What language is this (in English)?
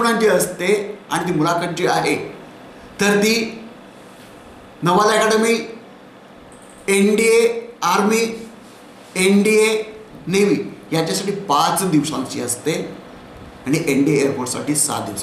Marathi